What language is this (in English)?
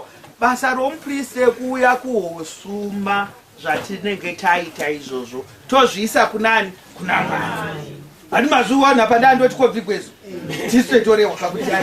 Shona